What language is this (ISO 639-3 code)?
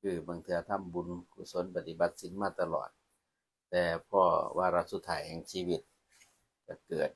lao